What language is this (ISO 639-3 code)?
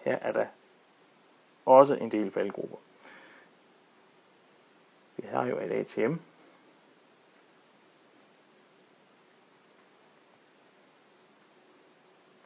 dan